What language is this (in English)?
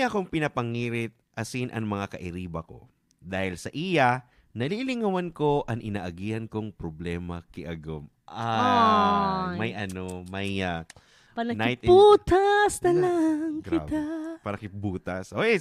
Bikol